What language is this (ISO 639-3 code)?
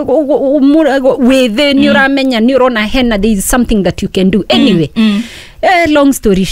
kik